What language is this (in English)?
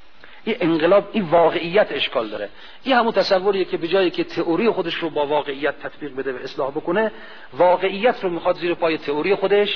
Persian